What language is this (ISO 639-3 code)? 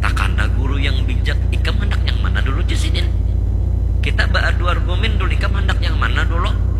bjn